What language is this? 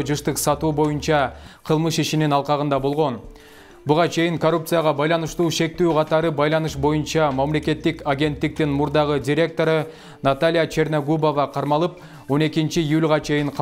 Kyrgyz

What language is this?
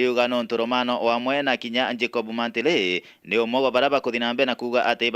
Meru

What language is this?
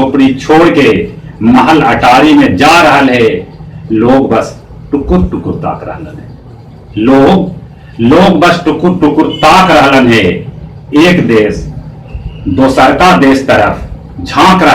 Magahi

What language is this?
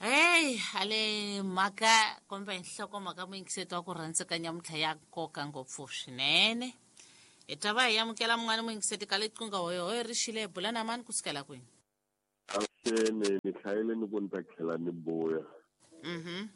Tsonga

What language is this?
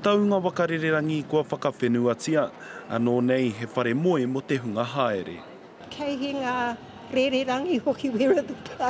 Māori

